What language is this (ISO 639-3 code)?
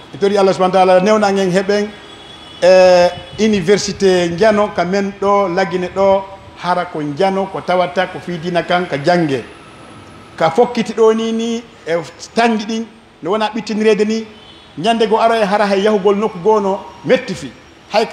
fuf